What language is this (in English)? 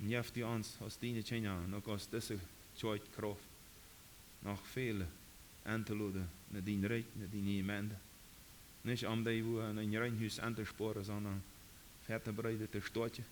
Plautdietsch